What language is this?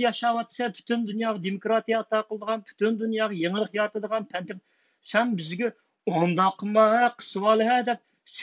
Uyghur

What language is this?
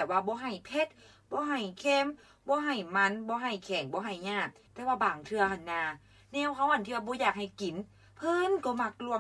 Lao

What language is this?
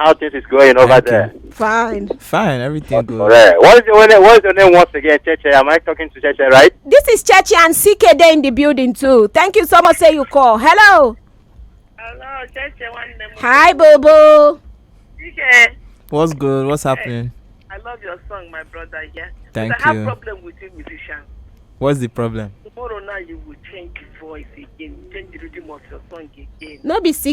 Nigerian Pidgin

